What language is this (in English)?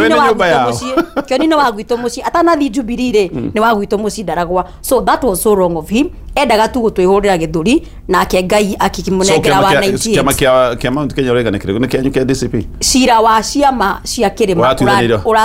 Kikuyu